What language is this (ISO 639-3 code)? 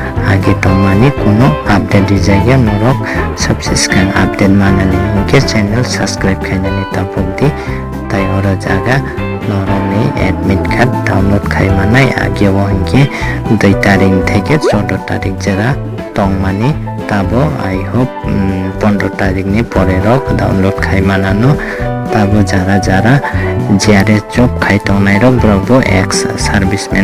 trp